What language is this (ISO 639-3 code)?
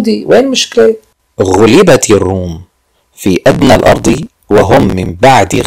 apc